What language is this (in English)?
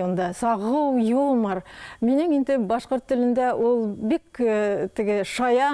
Bashkir